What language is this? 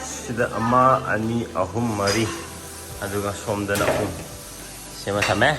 Manipuri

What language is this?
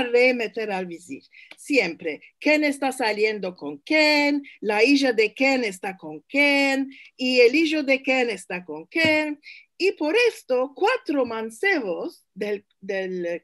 Ladino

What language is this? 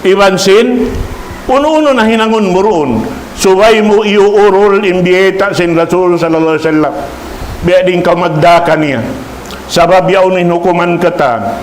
Tausug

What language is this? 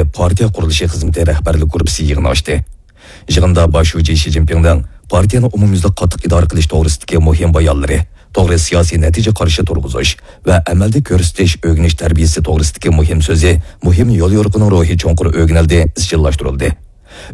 Uyghur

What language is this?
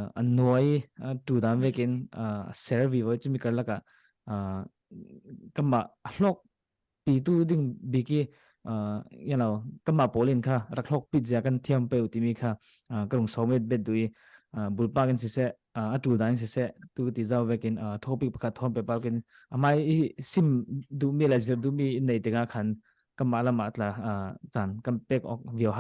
Falam Chin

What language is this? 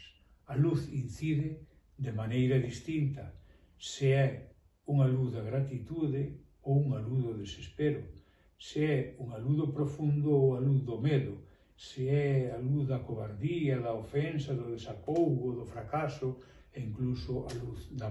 Galician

